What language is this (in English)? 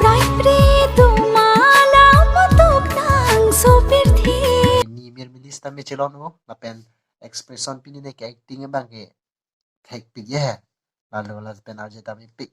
Karbi